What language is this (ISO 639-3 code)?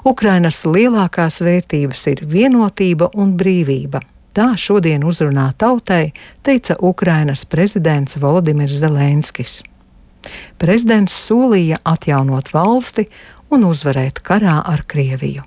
lav